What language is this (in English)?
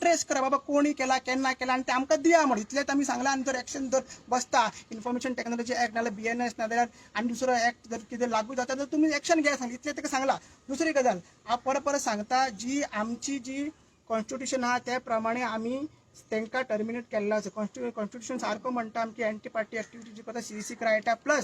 Konkani